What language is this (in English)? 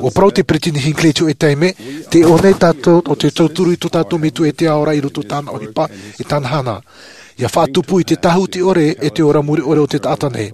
Tahitian